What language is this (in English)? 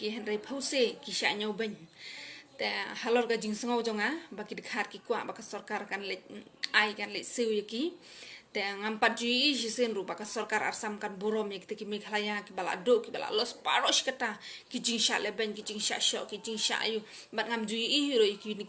Khasi